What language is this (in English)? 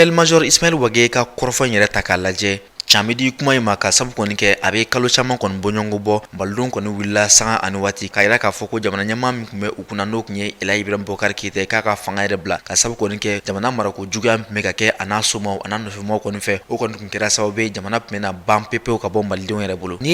Bambara